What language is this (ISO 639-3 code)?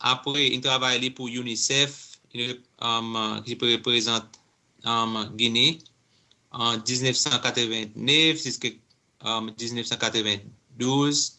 crs